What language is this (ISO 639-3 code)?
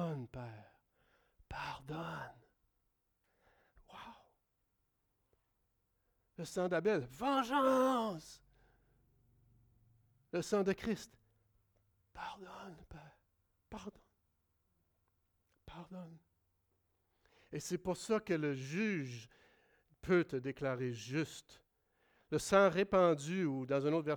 fra